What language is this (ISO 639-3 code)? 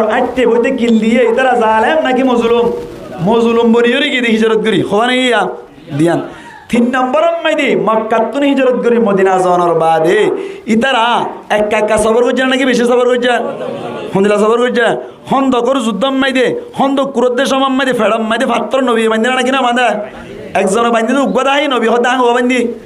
rhg